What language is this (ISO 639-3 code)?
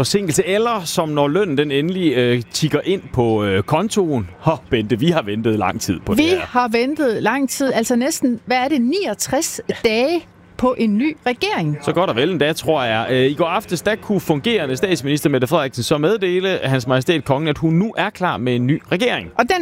dan